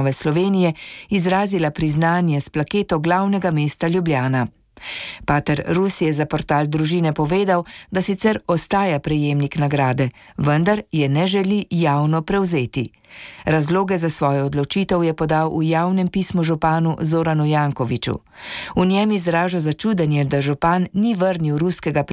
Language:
Slovenian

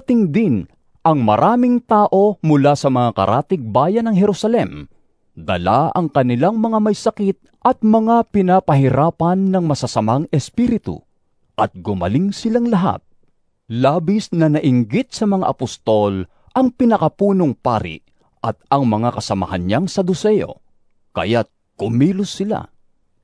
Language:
Filipino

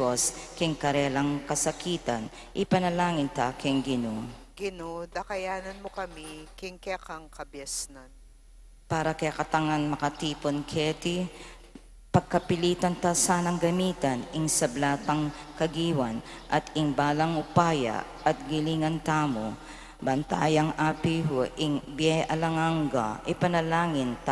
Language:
Pampanga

